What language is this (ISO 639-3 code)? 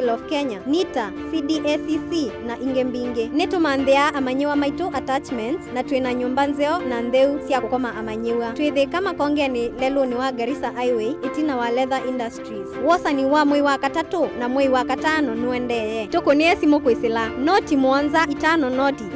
kam